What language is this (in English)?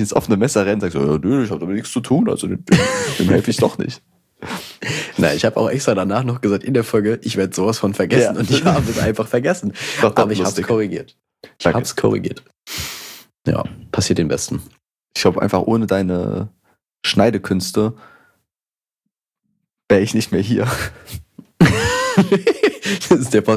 German